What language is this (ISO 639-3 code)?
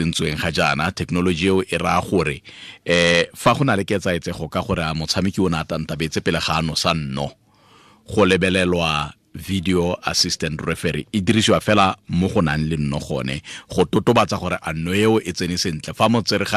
tsn